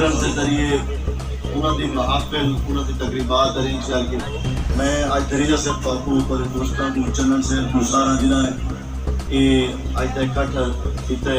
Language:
Saraiki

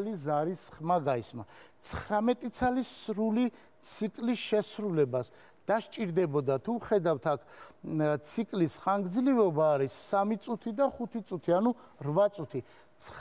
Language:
Georgian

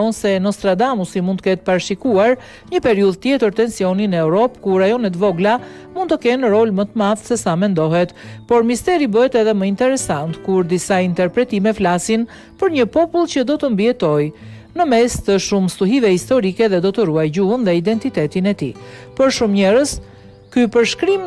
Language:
Albanian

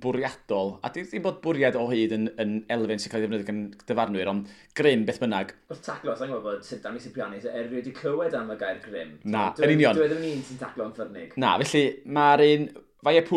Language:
Welsh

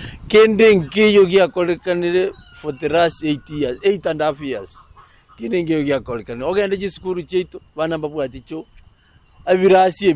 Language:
Gusii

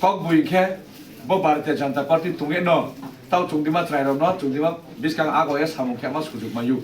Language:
Kok Borok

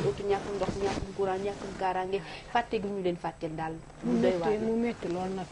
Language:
Wolof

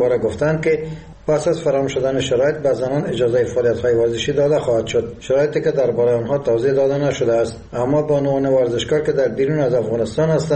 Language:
Persian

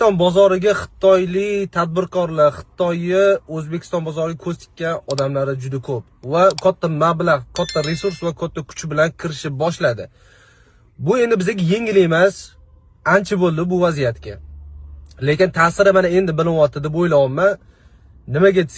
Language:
Uzbek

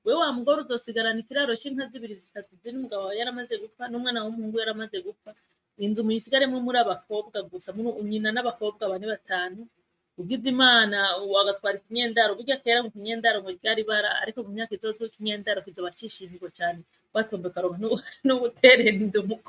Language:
Rundi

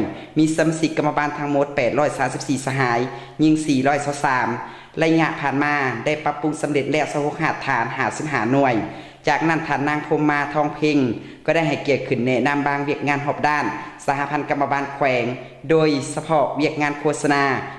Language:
Lao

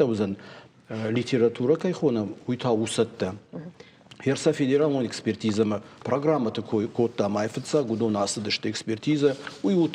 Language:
Ossetic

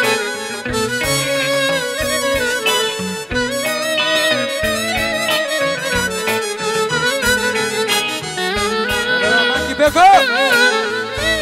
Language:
Greek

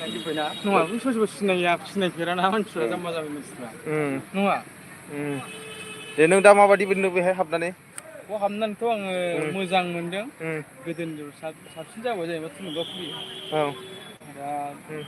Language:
Bodo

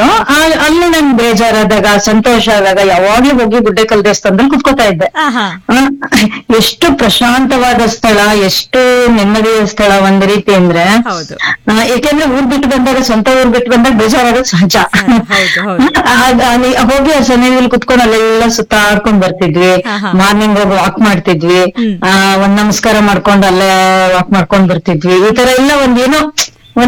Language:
Kannada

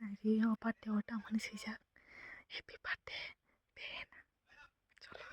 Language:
Kok Borok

